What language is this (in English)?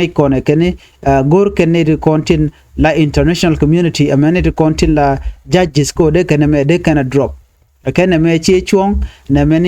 Nuer